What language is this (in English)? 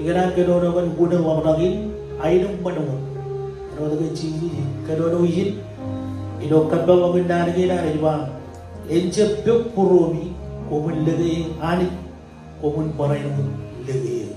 Marshallese